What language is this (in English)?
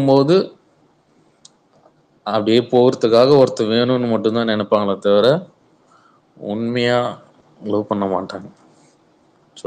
Tamil